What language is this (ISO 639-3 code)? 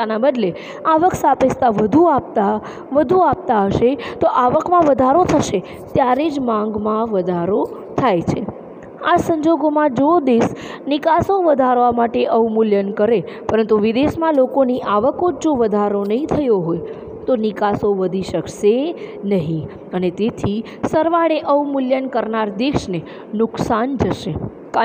guj